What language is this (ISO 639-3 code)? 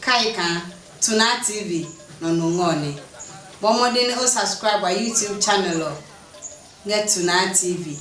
ada